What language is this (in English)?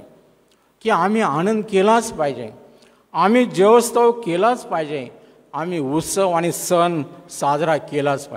Marathi